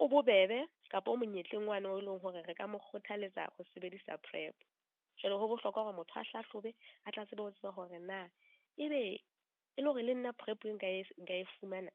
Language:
Southern Sotho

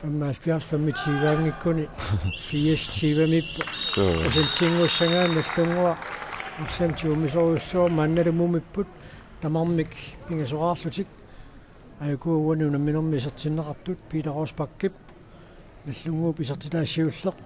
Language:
Kalaallisut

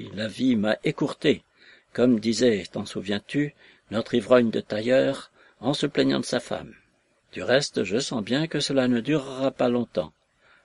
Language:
French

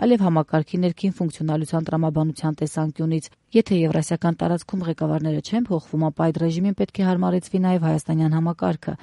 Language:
Armenian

